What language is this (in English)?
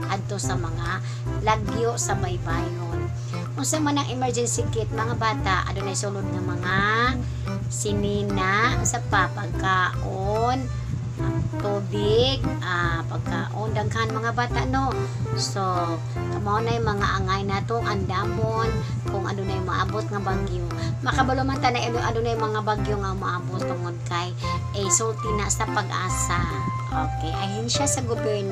Cebuano